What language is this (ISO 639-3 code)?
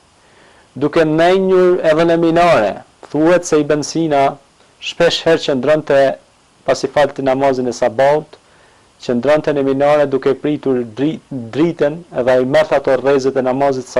sqi